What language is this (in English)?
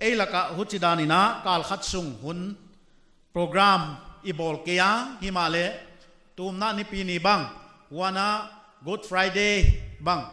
Paite Chin